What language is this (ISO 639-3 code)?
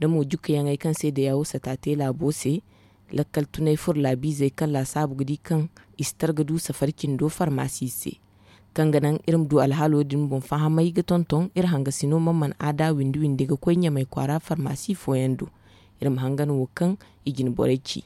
dje